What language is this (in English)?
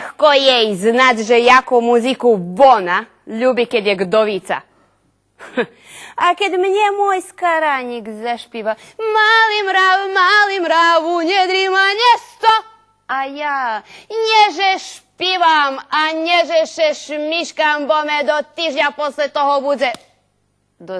Rusyn